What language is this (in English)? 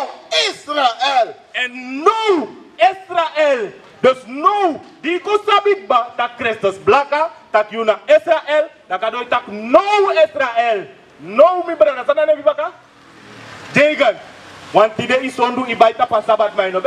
Sranan Tongo